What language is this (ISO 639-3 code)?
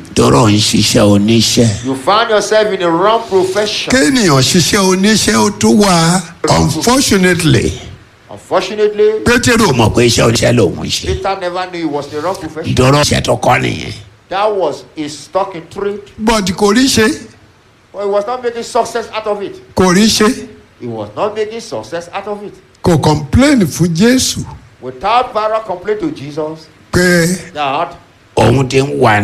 yor